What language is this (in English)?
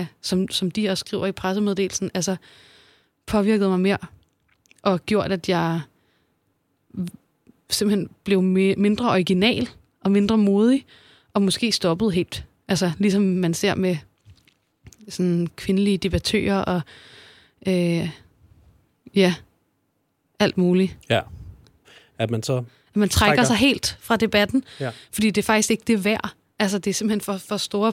Danish